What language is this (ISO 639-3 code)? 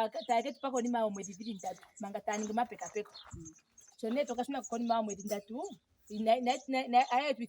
ndo